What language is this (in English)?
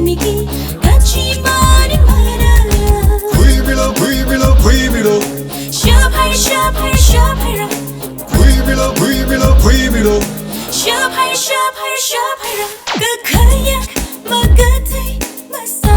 Tangkhul Naga (India)